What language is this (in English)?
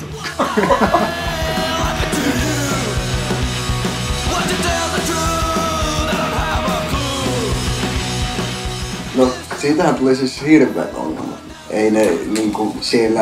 Finnish